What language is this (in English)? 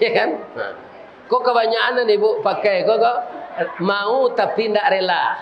Minangkabau